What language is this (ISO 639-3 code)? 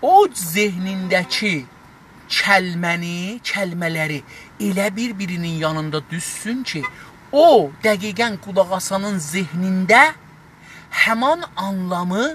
azb